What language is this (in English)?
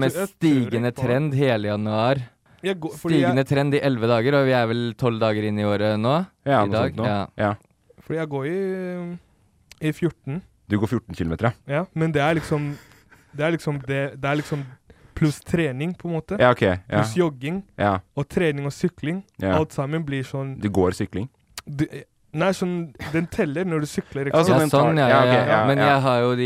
Norwegian